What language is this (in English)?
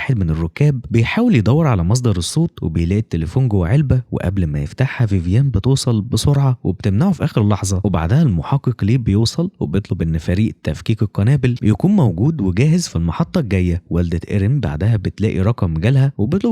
Egyptian Arabic